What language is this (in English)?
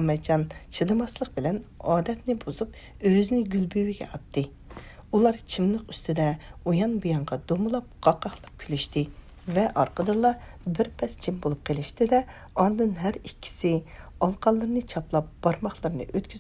Uyghur